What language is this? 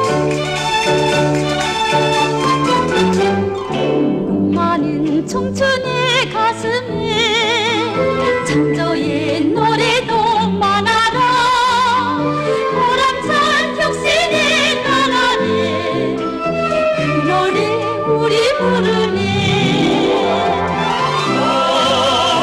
Korean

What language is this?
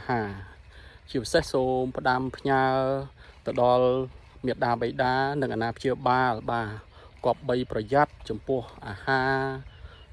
Khmer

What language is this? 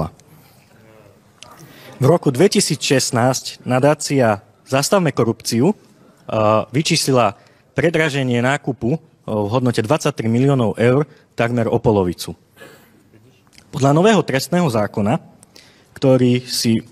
Slovak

